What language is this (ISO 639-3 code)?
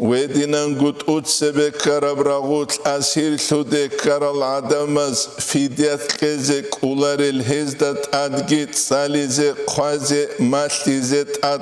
ava